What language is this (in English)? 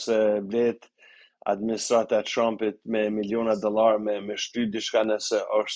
Albanian